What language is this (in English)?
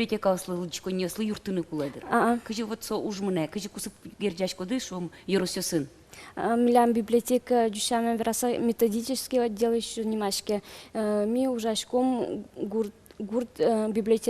Udmurt